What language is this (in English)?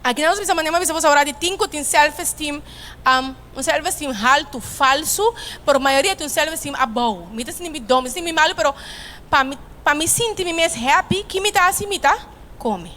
Papiamento